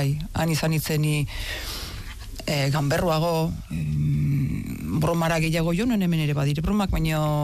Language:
Basque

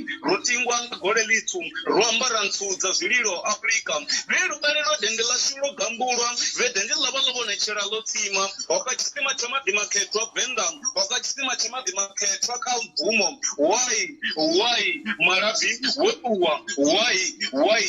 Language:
Venda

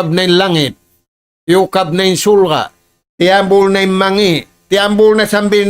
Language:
Tausug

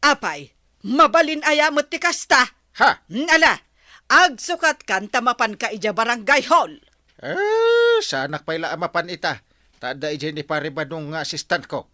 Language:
Iloko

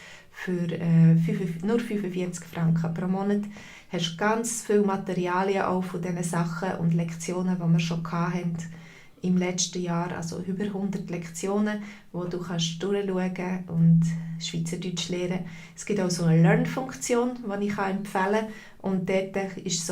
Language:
Swiss German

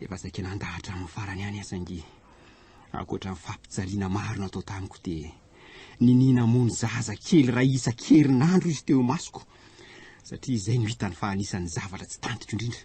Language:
Malagasy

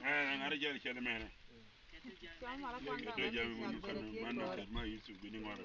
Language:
Lango (Uganda)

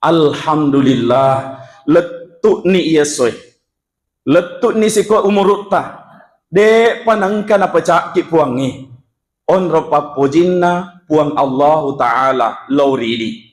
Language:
Buginese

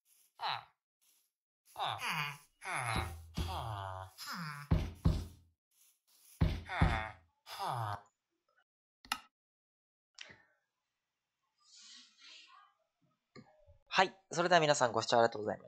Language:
Japanese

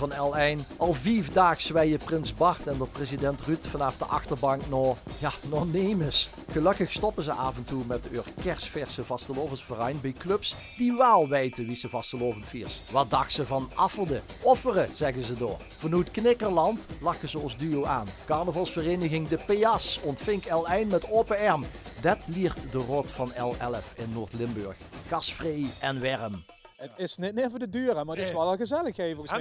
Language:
Limburgish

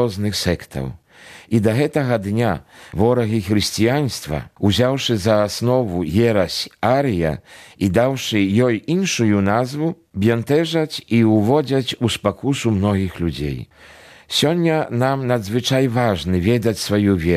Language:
Belarusian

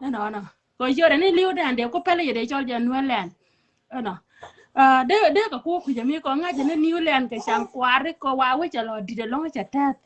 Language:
Nuer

